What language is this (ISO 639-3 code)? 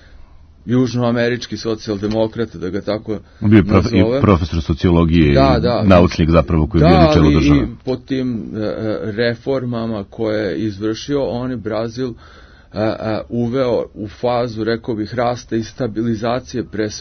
srp